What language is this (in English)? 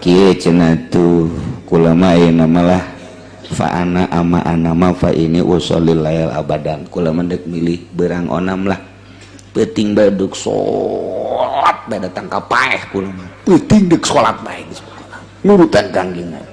Sundanese